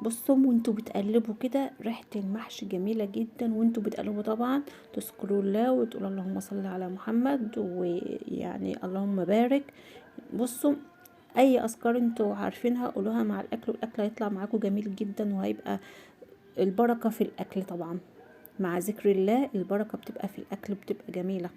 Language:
Egyptian Arabic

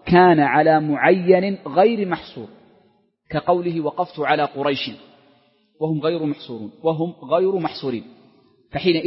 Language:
Arabic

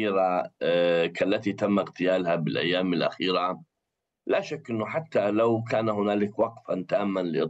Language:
Arabic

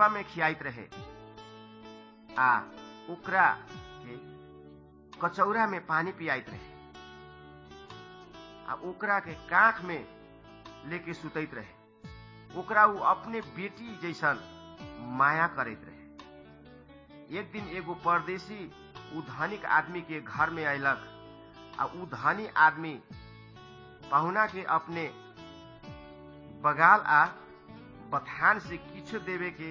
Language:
Bhojpuri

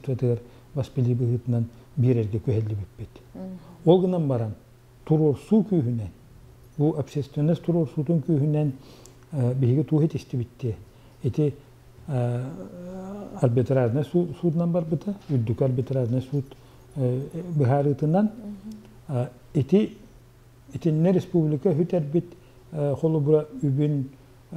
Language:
Yakut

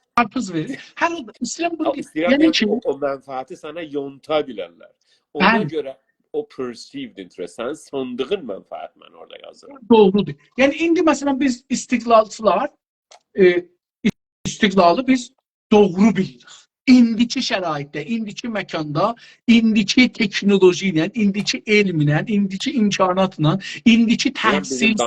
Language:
South Azerbaijani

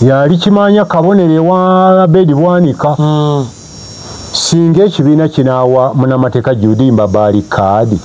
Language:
Ganda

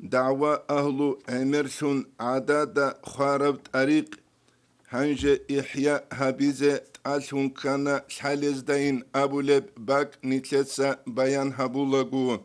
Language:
Avaric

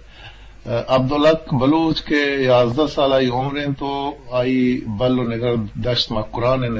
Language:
Eastern Balochi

